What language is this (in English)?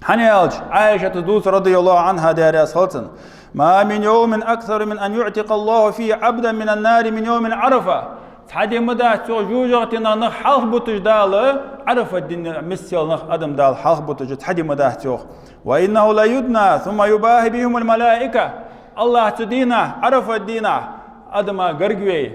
Ingush